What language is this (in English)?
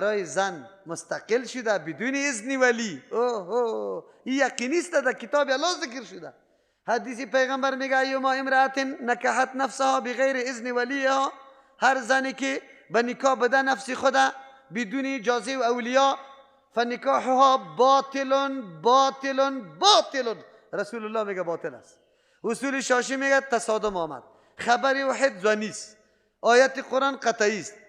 Persian